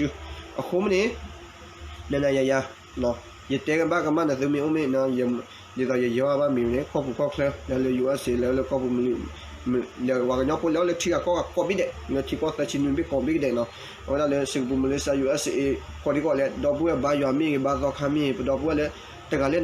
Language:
S'gaw Karen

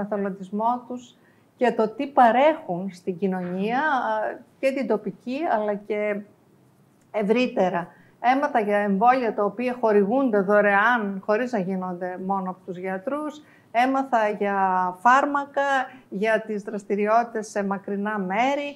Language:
Greek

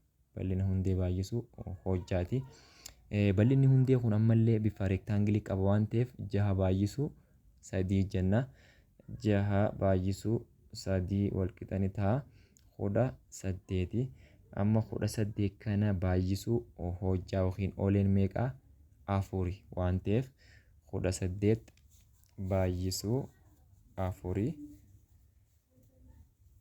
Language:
Oromo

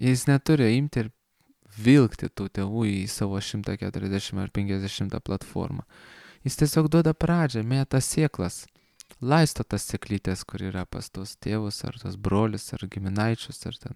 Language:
Lithuanian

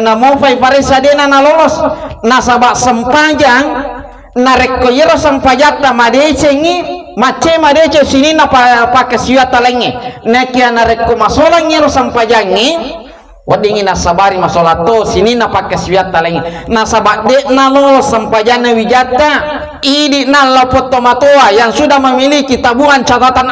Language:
Buginese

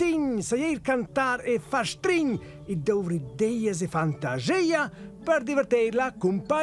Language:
Romansh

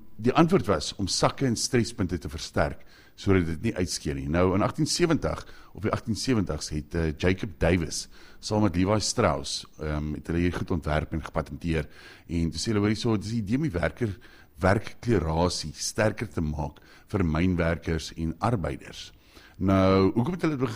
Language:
Afrikaans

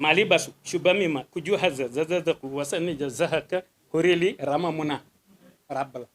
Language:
Wolof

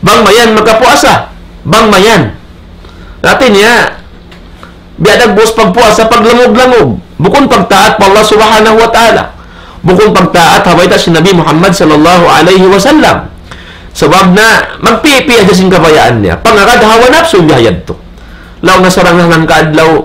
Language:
Tausug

